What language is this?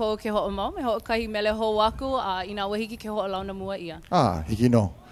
Hawaiian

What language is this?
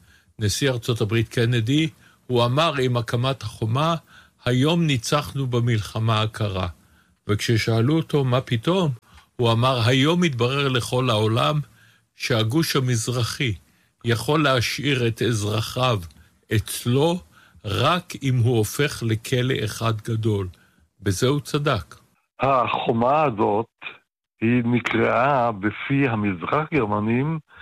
Hebrew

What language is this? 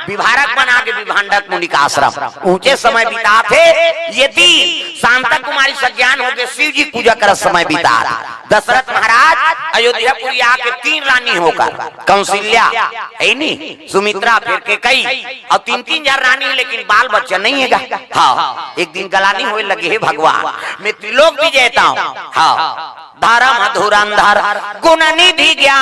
Chhattisgarhi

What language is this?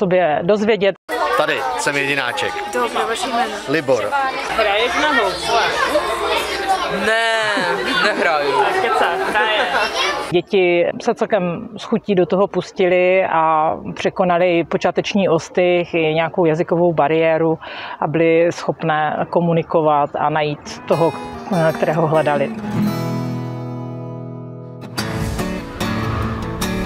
Czech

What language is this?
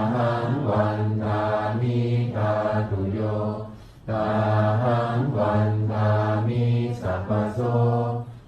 Pali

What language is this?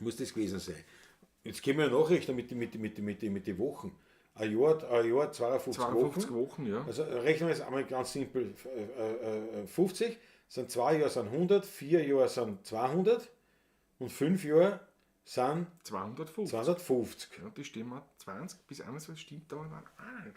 Bavarian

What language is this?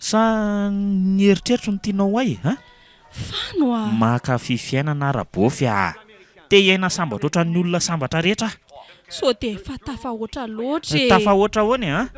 Malagasy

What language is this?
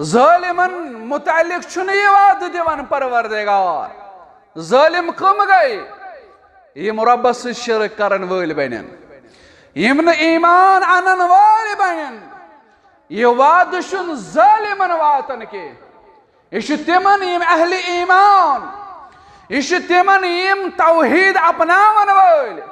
Kashmiri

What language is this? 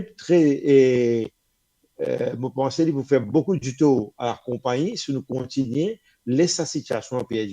Morisyen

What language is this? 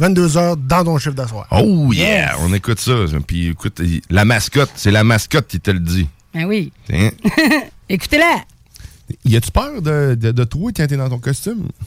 French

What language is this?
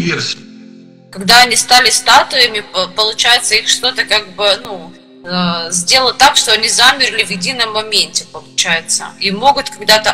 Russian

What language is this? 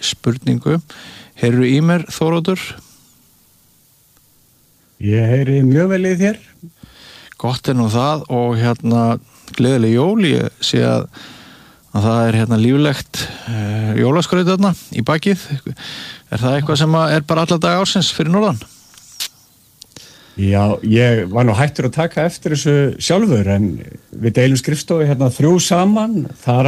Icelandic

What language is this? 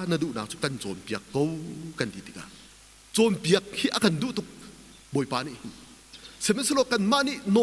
Hakha Chin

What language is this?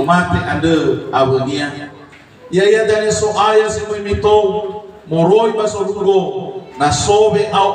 Nias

